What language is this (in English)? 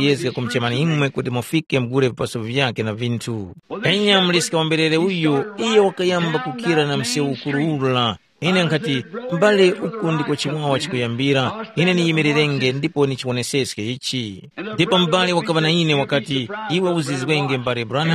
Tumbuka